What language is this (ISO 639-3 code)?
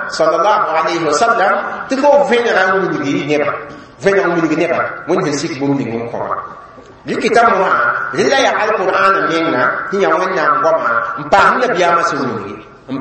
mos